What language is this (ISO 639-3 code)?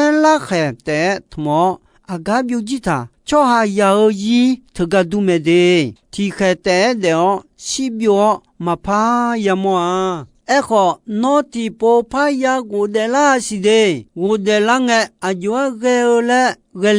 ahk